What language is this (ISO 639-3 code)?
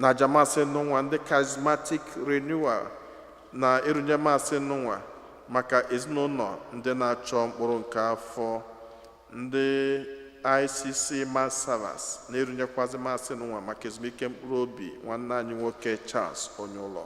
ibo